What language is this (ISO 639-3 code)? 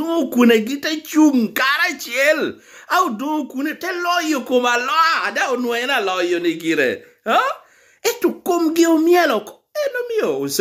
laj